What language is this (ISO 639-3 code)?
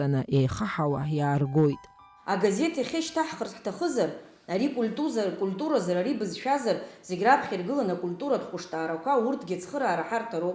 abk